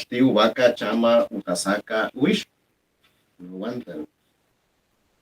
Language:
Chiquitano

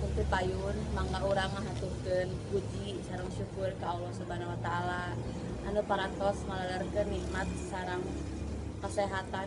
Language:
Sundanese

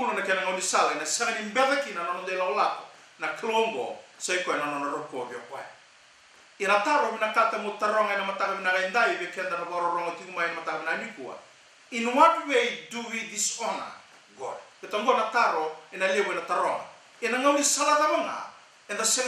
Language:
Fijian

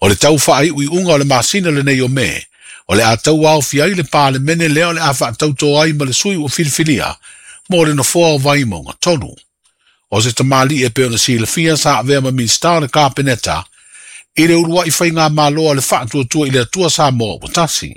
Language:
Samoan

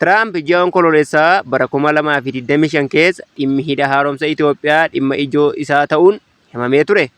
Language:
Oromo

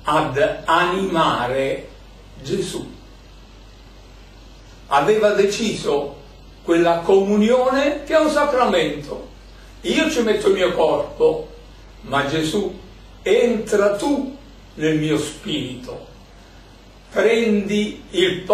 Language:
Italian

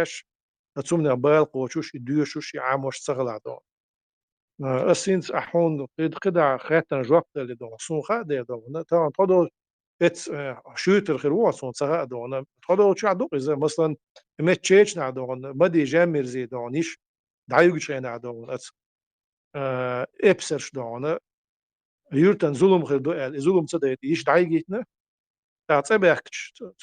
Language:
Chechen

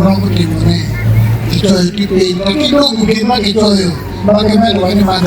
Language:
Acoli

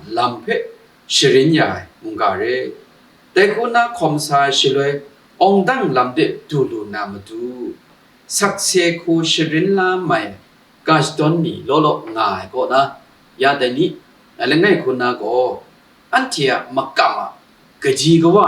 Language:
Kachin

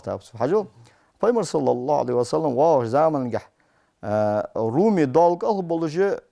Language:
Ingush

